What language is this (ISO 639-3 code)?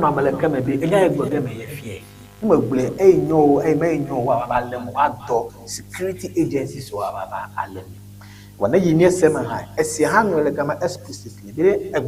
ewe